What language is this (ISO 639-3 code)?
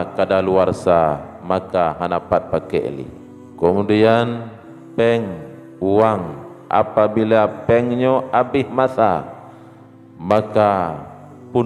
ace